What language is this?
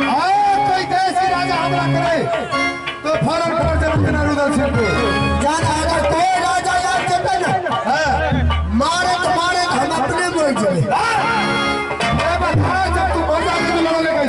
Maithili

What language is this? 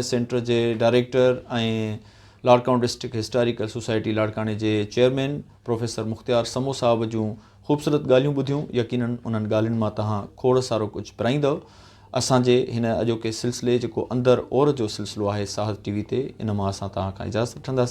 Sindhi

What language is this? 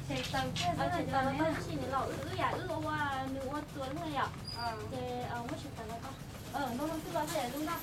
Hmong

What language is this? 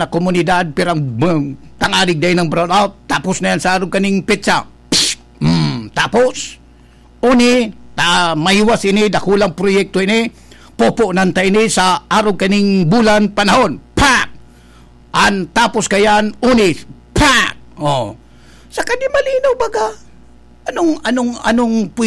Bikol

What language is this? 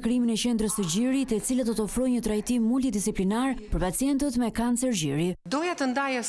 Albanian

